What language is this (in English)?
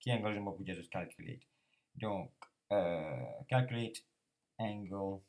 Morisyen